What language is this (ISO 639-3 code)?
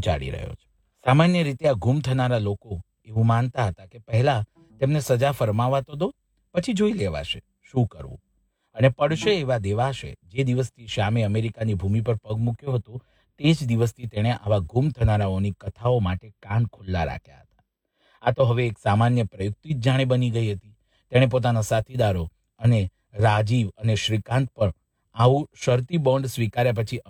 guj